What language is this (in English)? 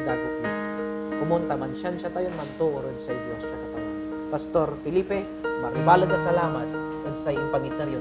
Pangasinan